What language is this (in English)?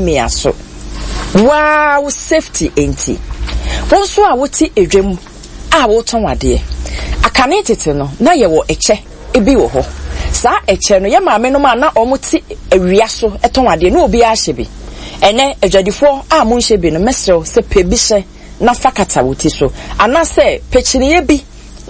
Akan